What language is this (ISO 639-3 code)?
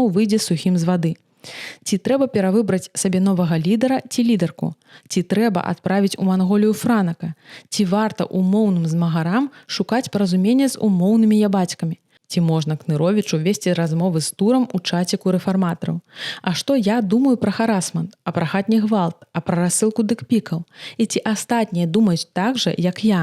bel